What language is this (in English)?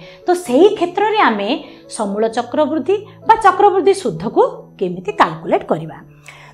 Odia